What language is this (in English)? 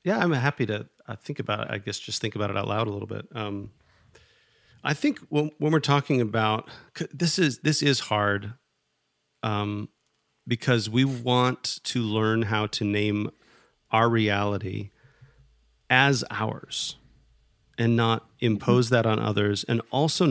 English